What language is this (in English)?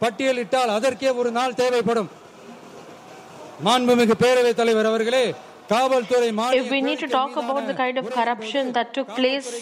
Tamil